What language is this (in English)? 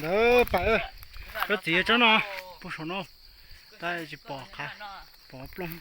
Hmong